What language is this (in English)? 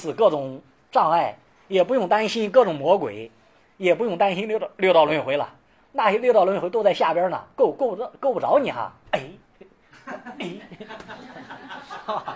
Chinese